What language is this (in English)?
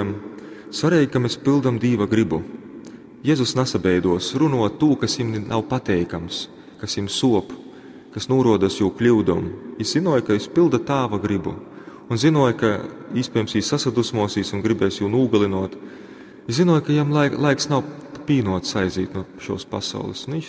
Latgalian